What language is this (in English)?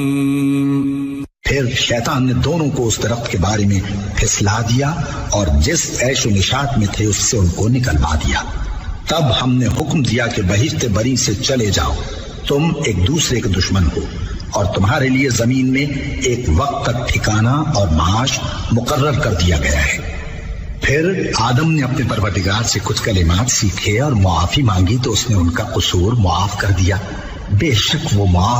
Urdu